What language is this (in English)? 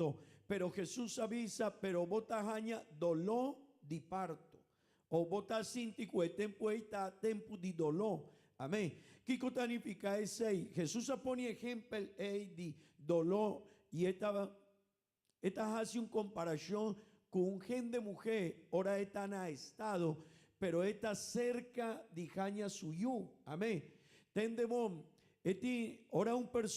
Papiamento